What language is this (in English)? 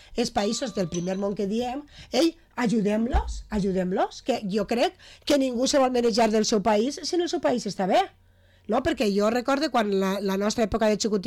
Catalan